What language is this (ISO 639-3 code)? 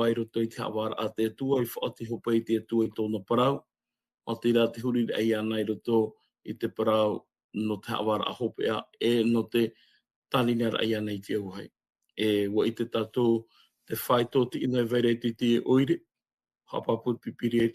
tah